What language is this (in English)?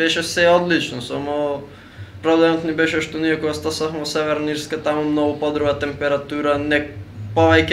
Macedonian